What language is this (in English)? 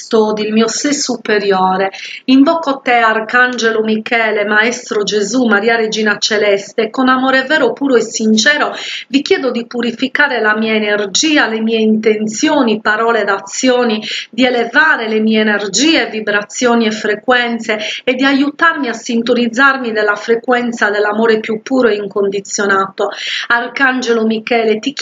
Italian